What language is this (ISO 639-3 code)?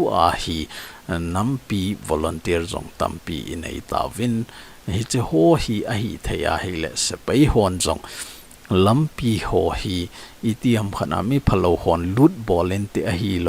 tcz